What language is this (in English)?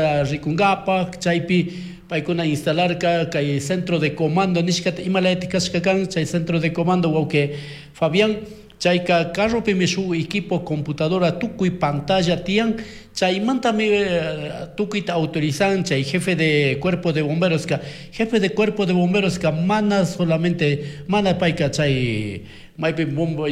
Chimborazo Highland Quichua